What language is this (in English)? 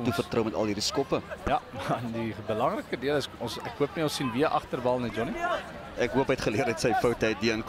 Afrikaans